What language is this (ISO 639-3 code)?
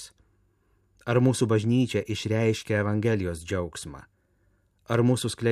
lit